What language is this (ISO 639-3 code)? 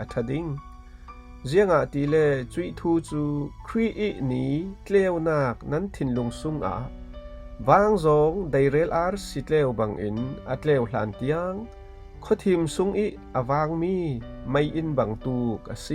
cfm